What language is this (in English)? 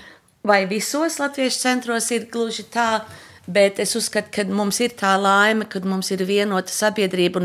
Latvian